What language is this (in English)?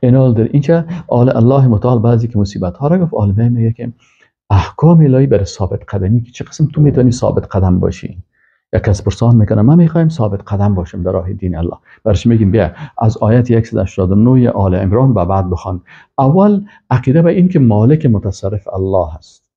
Persian